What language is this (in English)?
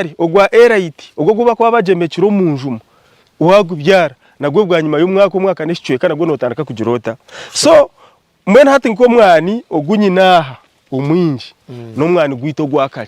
Nyankole